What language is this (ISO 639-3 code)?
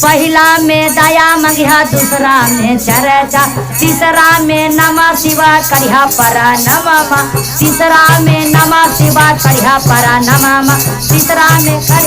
mag